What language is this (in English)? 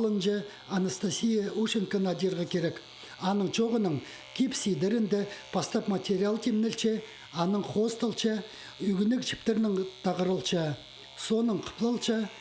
Khakas